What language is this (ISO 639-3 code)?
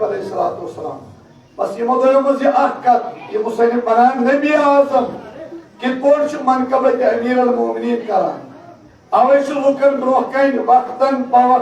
kas